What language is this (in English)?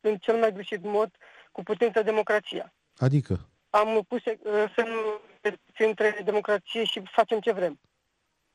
Romanian